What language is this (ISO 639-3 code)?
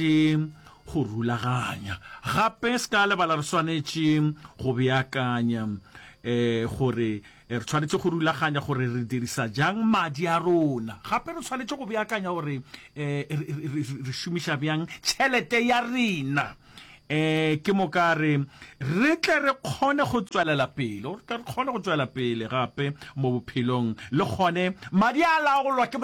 nso